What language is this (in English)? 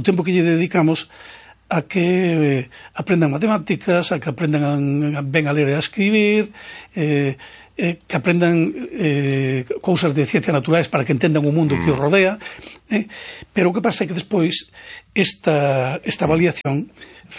Galician